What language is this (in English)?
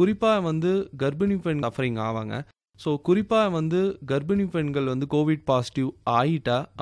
Tamil